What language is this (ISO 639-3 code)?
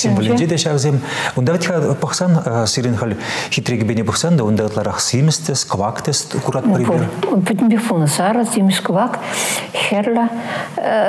chv